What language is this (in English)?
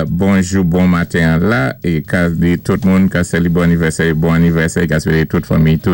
Saint Lucian Creole French